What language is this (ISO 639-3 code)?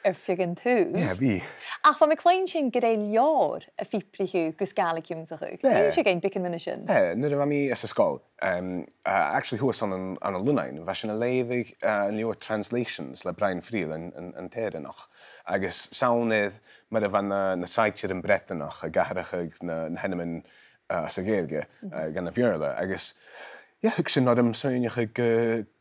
gla